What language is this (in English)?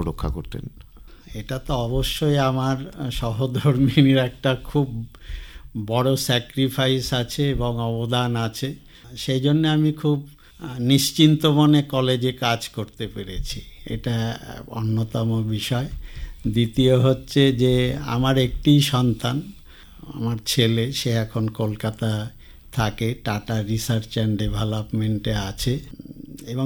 Bangla